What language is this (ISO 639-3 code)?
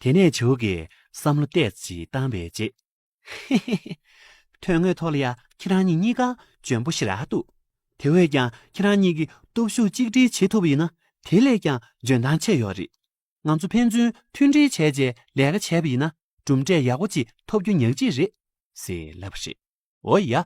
bod